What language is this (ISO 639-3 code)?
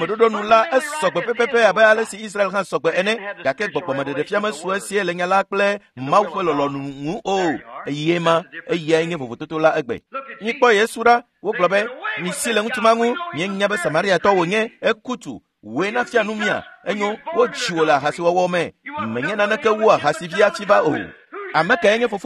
ewe